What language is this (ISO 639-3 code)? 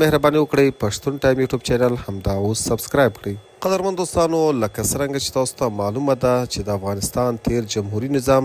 pus